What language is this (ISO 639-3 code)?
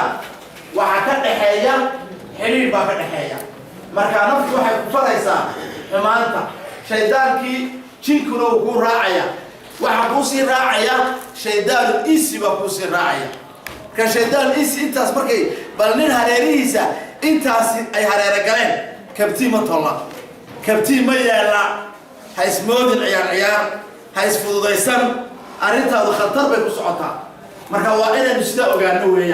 som